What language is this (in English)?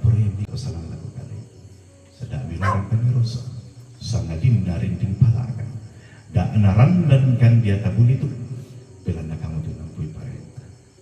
Toraja-Sa'dan